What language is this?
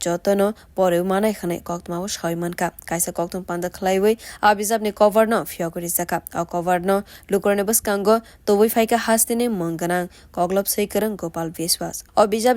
Kok Borok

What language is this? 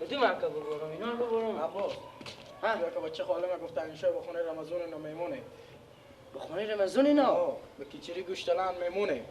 Persian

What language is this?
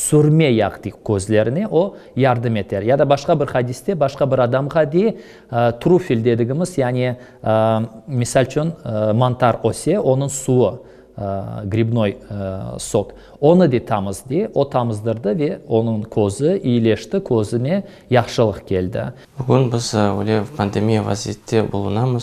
Crimean Tatar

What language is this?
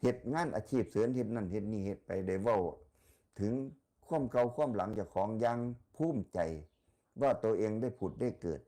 Northeastern Thai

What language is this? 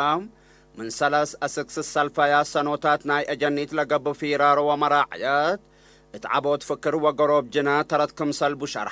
Tigre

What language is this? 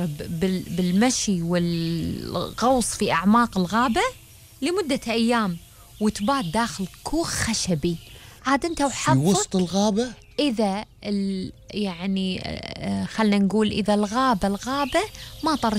Gulf Arabic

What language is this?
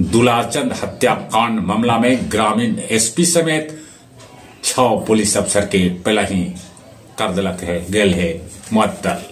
Magahi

